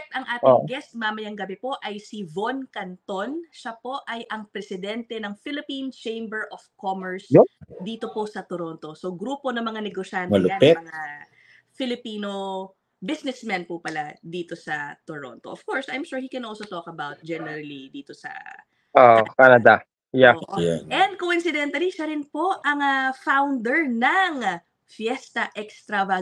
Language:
Filipino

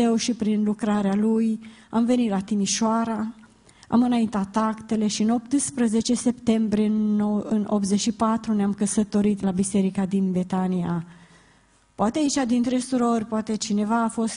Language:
Romanian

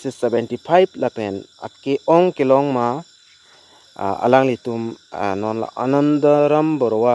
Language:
Karbi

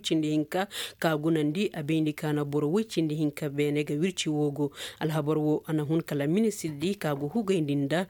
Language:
Koyraboro Senni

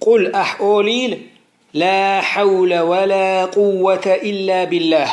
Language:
Chechen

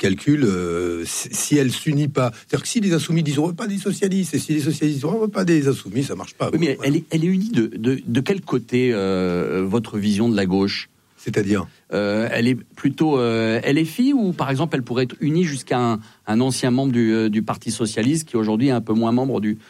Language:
French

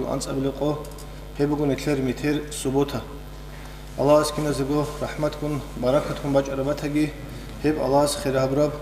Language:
Avaric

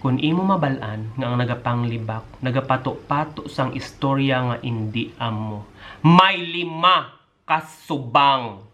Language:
Hiligaynon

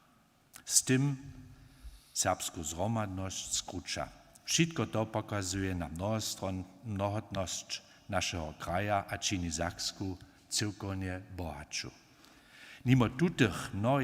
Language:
Upper Sorbian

